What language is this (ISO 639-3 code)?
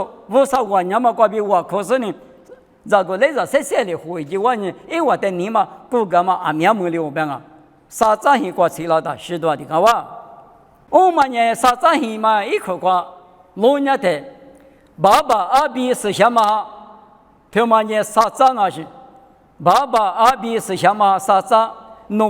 lis